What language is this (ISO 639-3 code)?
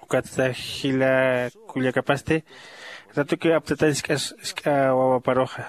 aym